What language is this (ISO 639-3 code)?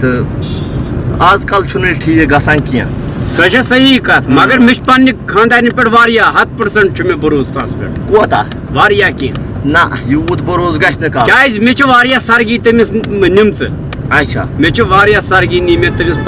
kas